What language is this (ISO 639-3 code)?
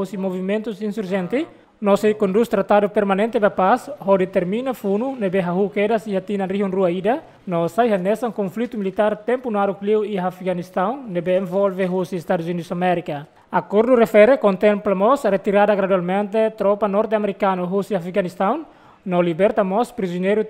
tet